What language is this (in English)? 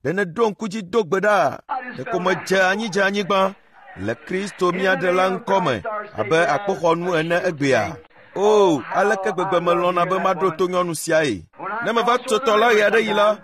Ewe